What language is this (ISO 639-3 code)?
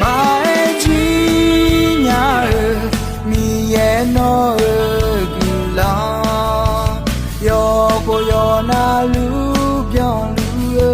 ahk